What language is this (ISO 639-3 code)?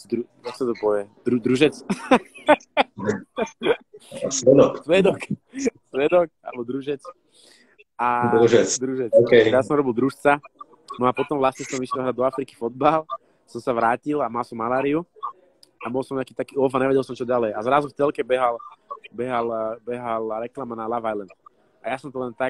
slk